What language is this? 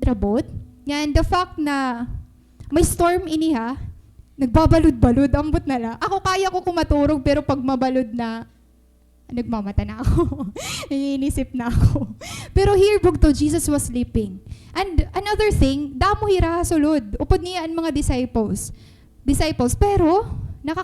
Waray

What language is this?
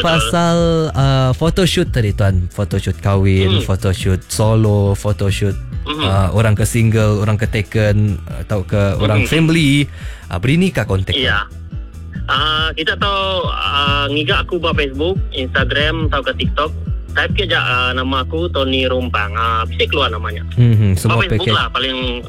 Malay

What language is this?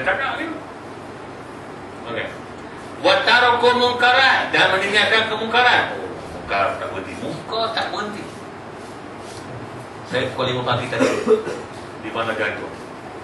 Malay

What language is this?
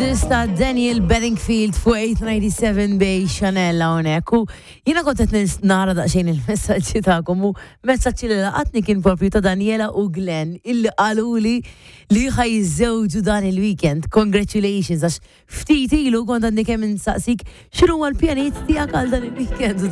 Maltese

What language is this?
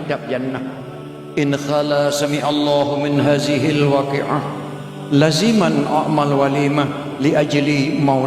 Achinese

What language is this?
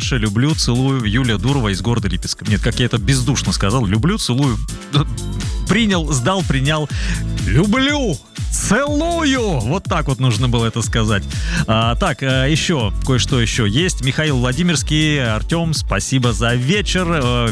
Russian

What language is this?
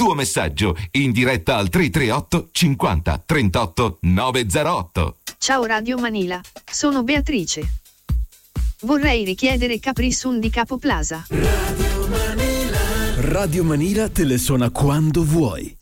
Italian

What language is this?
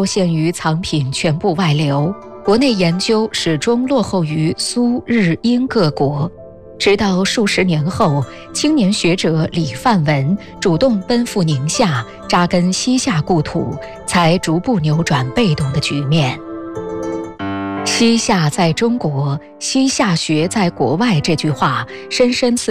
Chinese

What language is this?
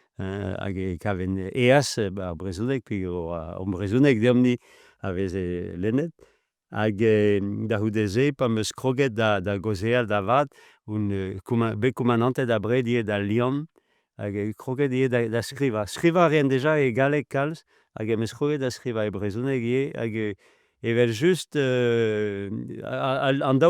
Breton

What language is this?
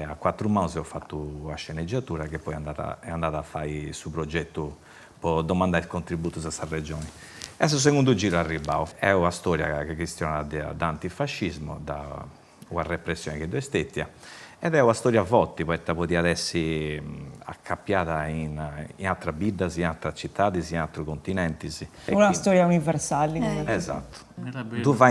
Sardinian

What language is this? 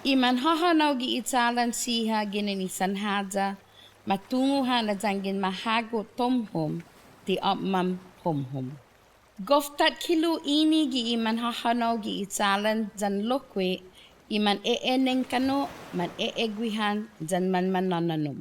Chamorro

